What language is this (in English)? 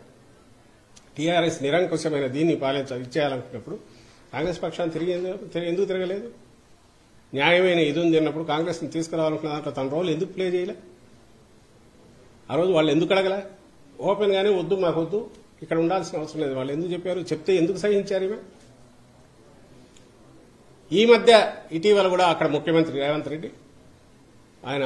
Telugu